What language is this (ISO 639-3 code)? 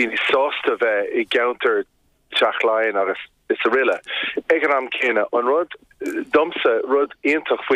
gle